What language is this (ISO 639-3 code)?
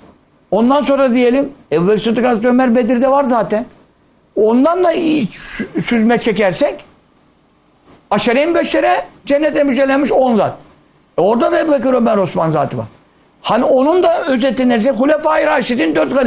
tur